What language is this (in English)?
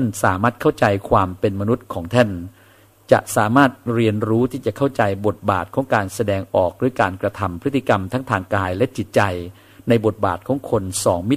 Thai